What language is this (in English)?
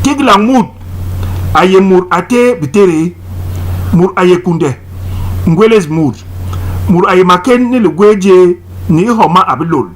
Basaa